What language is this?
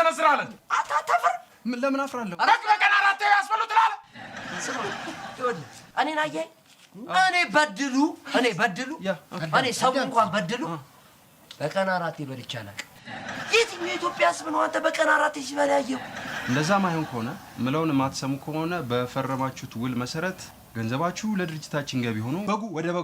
Amharic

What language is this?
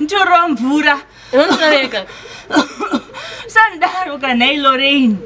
Shona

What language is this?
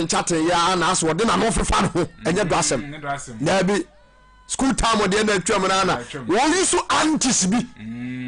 Akan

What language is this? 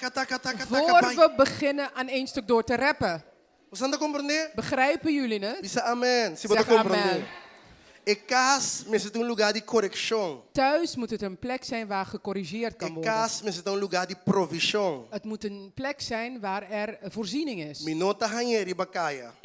Papiamento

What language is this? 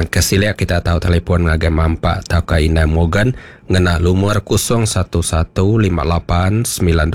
Iban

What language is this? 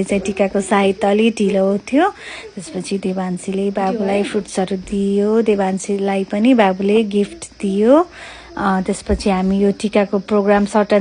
Nepali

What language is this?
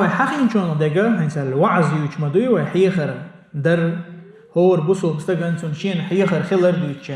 Chechen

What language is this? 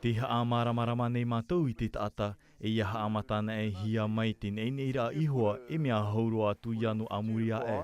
Tahitian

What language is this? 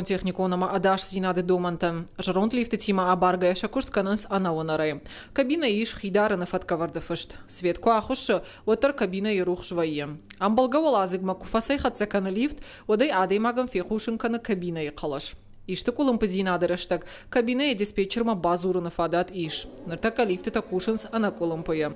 Ossetic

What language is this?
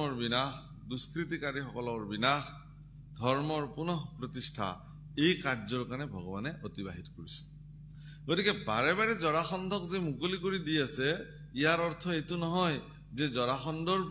Assamese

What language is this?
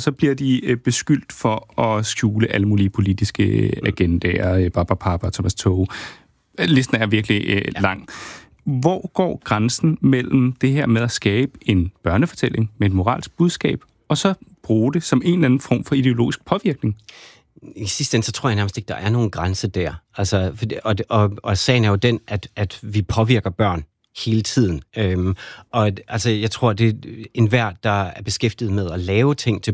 Danish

